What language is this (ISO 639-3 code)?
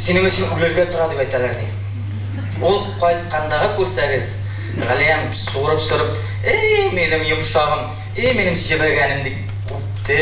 bak